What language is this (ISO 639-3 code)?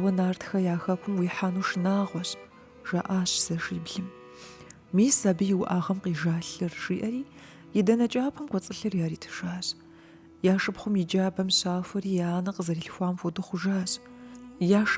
kbd